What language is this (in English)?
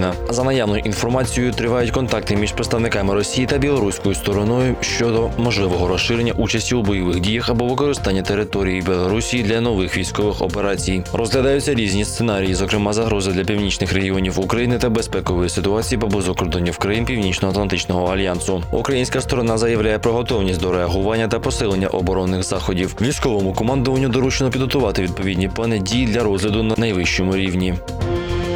Ukrainian